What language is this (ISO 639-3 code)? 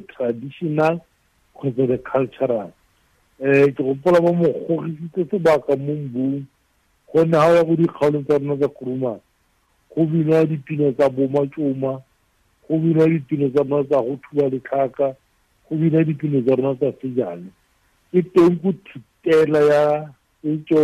tsn